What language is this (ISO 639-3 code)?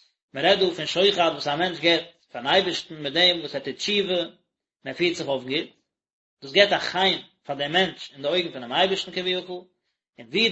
yid